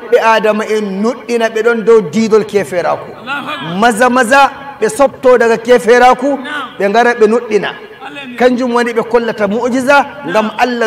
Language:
Nigerian Fulfulde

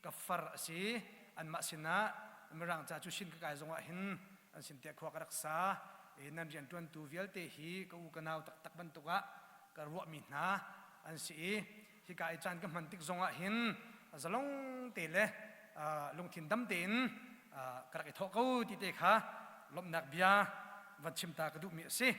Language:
Hakha Chin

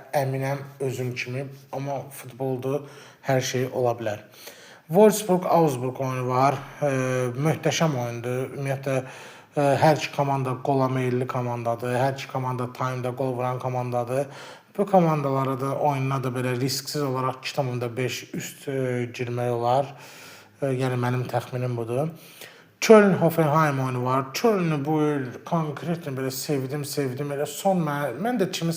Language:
Azerbaijani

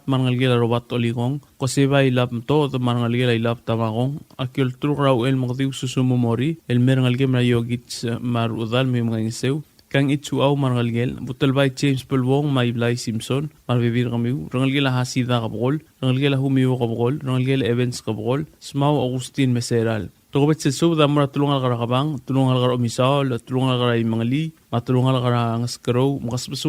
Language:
Palauan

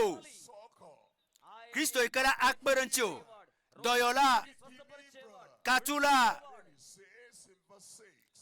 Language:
Ewe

